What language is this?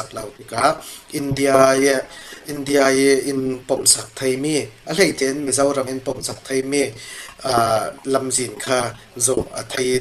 Falam Chin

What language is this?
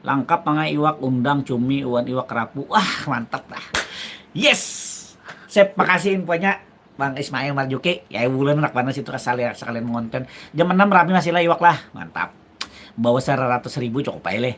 Banjar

